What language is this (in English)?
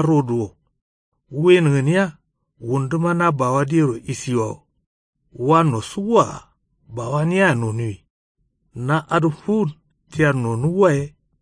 Kanuri